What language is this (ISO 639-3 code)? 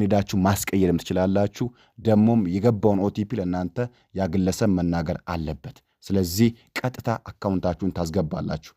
amh